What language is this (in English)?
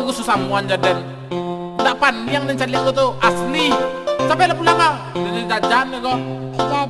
Minangkabau